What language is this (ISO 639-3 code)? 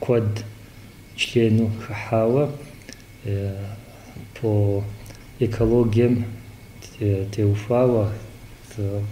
kbd